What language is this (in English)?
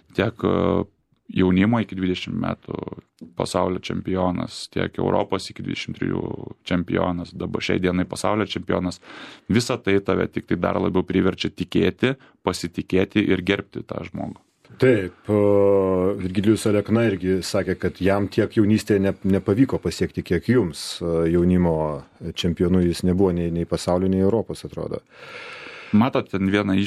Lithuanian